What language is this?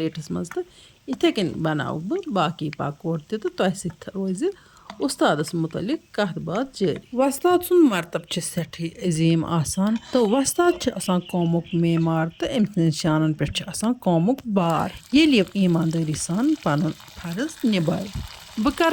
Kashmiri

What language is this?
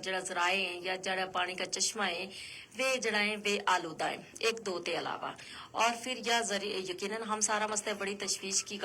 Gujari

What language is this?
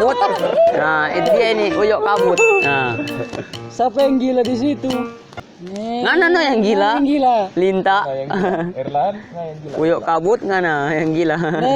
Manado Malay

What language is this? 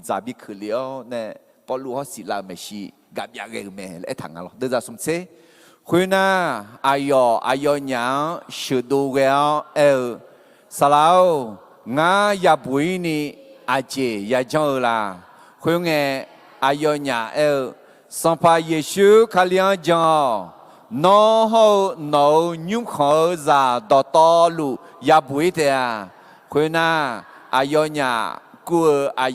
Akha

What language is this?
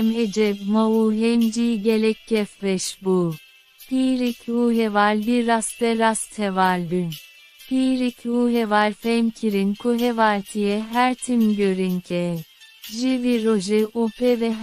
Kurdish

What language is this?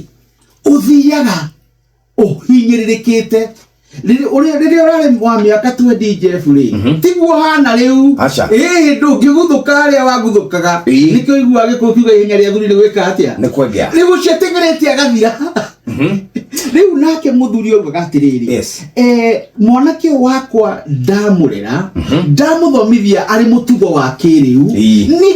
Kikuyu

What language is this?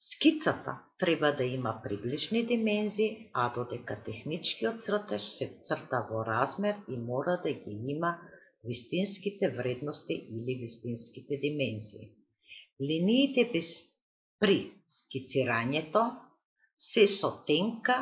Macedonian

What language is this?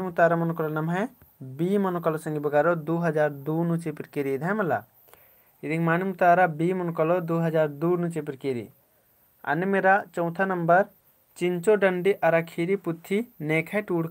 Kurukh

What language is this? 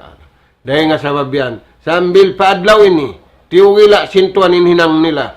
Tausug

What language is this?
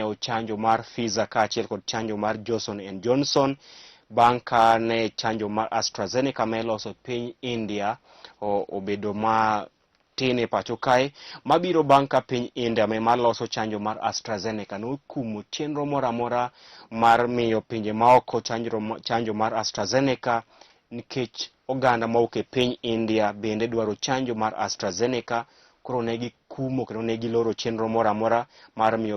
Luo (Kenya and Tanzania)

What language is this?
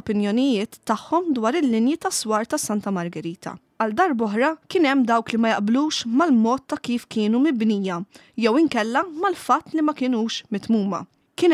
Maltese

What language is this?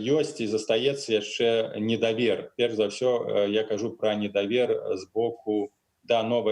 Belarusian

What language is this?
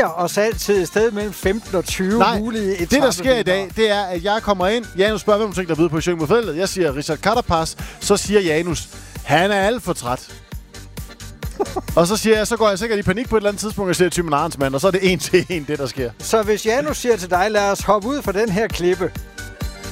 Danish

